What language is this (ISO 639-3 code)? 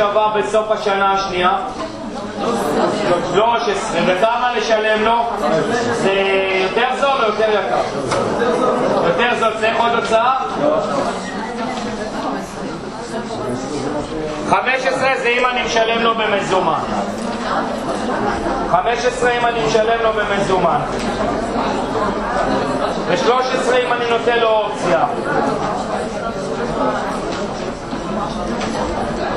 heb